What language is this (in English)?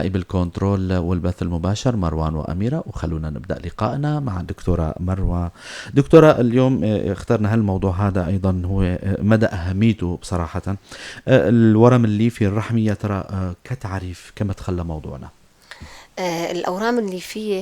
North Levantine Arabic